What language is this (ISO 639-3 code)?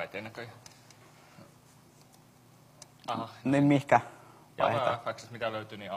fin